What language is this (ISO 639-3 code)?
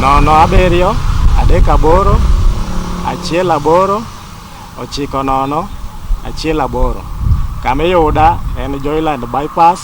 luo